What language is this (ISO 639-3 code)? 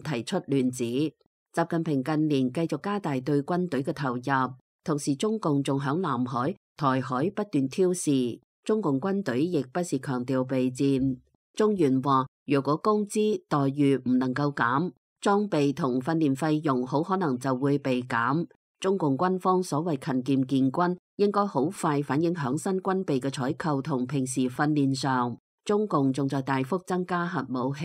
yue